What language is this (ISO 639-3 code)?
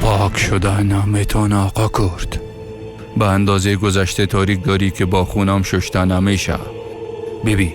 fas